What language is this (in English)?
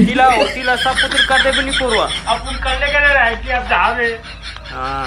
Chhattisgarhi